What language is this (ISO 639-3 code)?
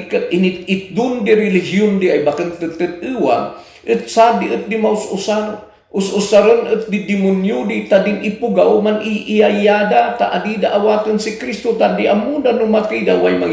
kne